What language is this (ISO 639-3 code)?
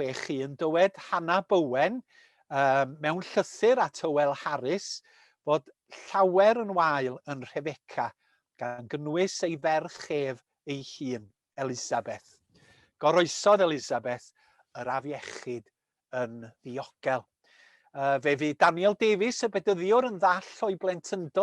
cym